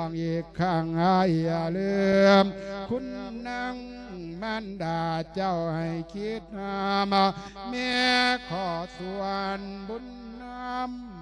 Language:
Lao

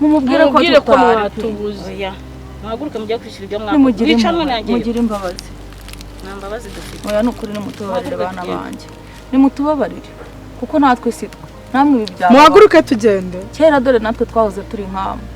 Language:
Kinyarwanda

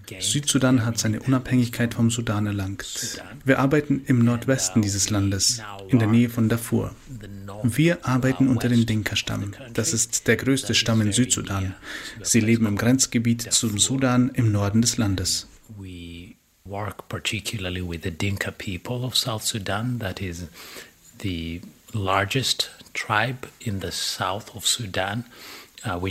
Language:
German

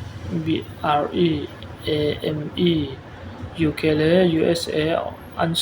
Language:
Falam Chin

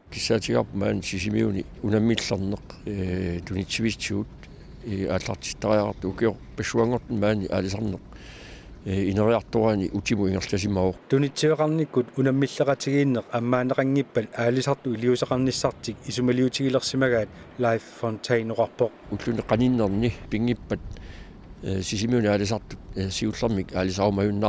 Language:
Kalaallisut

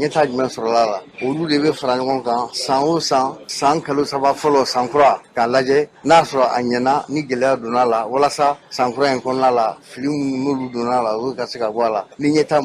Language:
Bambara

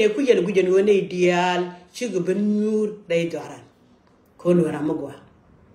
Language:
Nuer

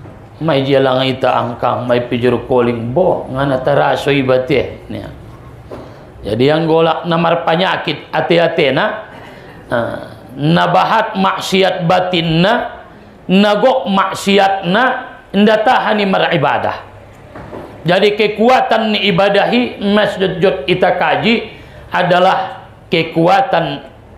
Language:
Batak Mandailing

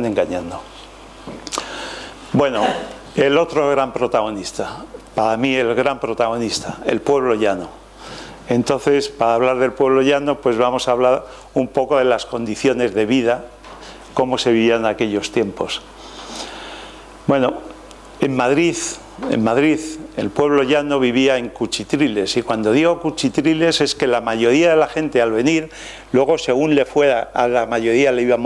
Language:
Spanish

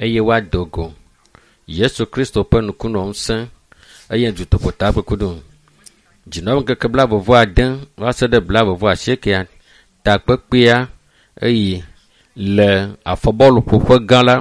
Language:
Ewe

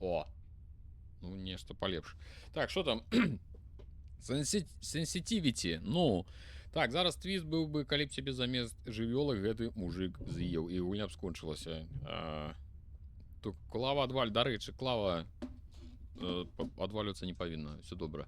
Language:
Belarusian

